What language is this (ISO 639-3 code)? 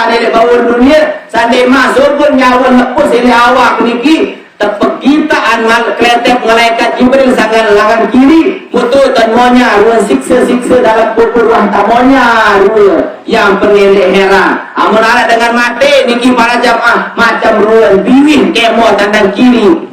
sas